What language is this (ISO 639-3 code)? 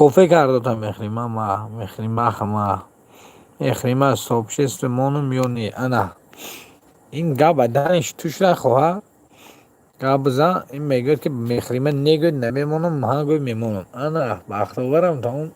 tgk